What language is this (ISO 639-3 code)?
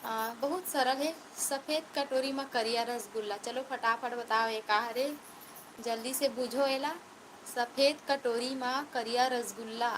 hne